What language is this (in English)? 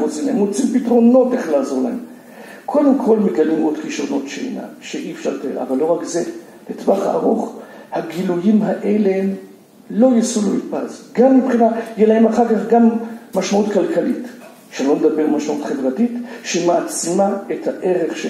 Hebrew